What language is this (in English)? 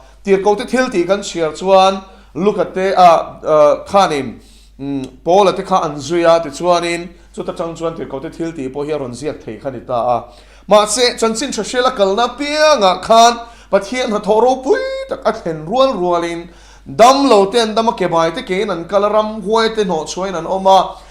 Mizo